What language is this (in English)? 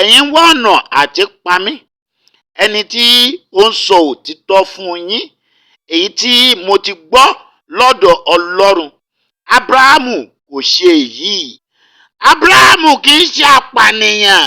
Yoruba